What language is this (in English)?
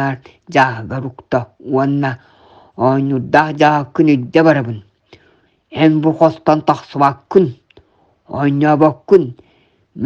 Yakut